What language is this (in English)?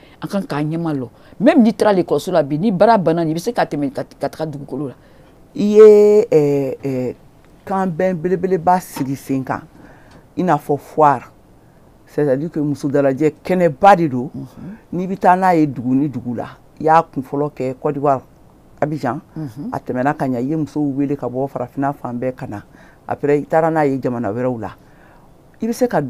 Bambara